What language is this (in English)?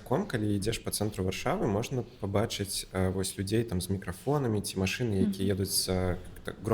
Belarusian